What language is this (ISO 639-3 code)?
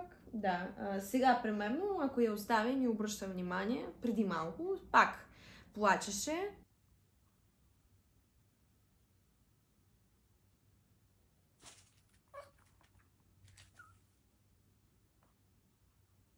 bul